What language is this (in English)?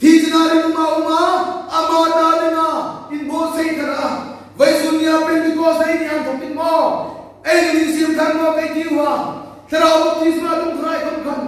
Hmar